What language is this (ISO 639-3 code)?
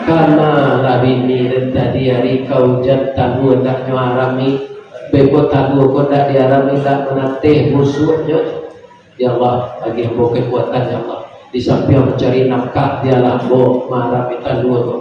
min